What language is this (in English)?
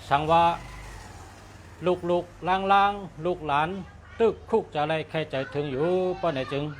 Shan